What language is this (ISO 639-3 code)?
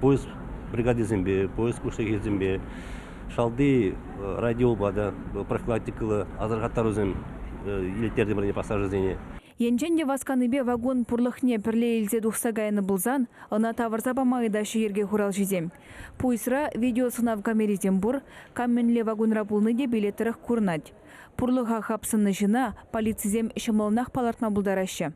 chv